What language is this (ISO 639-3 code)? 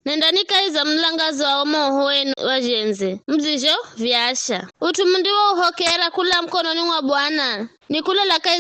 nyf